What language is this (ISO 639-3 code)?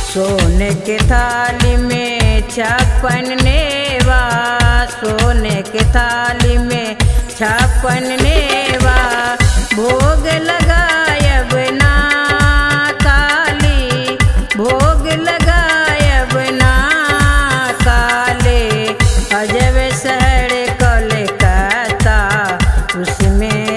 mai